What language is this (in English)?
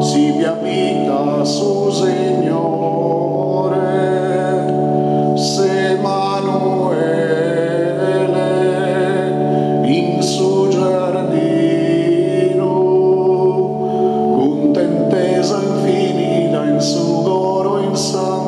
Sardinian